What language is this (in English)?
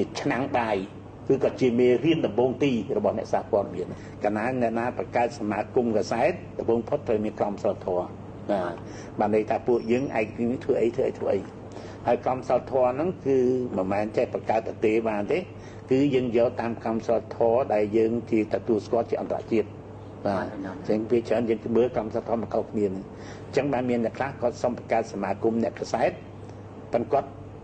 Khmer